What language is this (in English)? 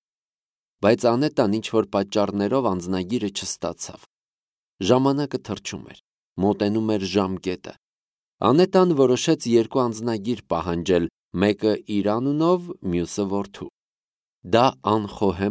Armenian